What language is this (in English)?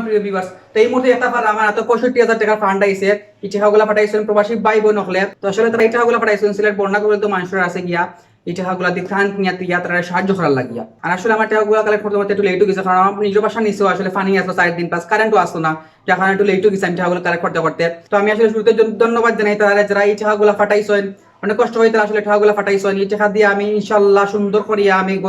Sylheti